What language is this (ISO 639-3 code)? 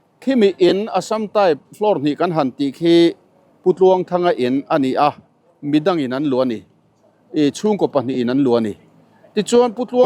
lus